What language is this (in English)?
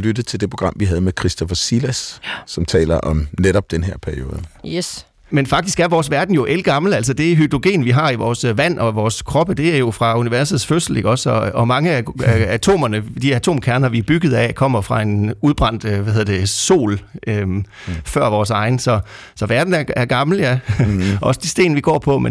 Danish